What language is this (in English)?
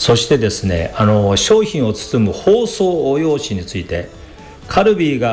Japanese